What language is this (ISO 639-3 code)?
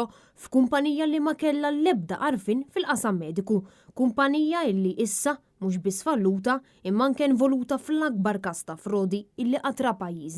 mlt